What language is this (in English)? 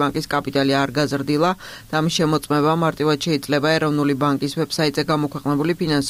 Georgian